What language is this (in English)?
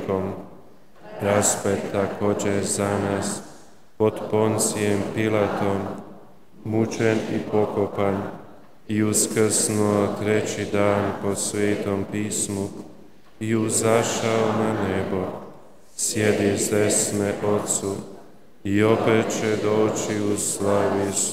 Croatian